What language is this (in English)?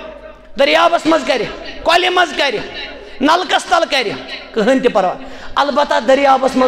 Kashmiri